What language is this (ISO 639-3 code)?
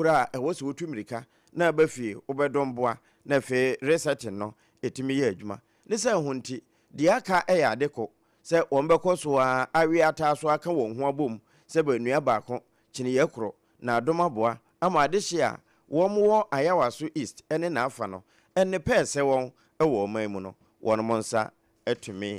aka